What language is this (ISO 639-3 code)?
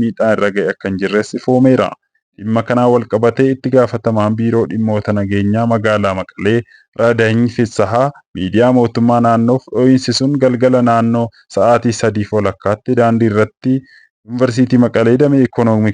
orm